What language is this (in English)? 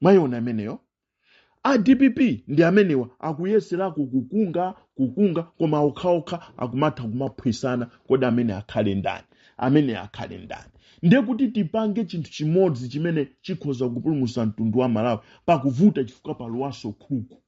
Nyanja